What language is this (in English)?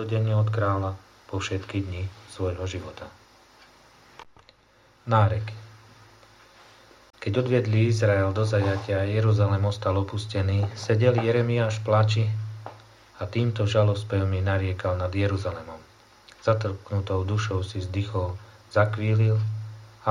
Slovak